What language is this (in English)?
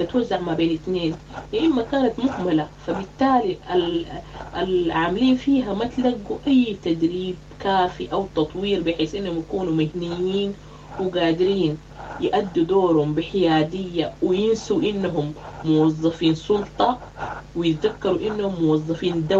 Sudanese Arabic